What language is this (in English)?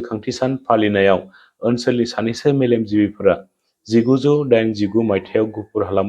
Bodo